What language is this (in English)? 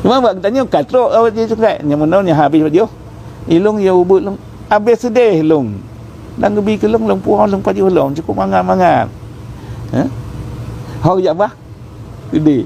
Achinese